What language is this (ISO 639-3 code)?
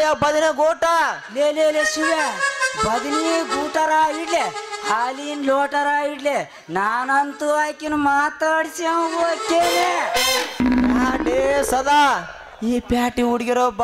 kan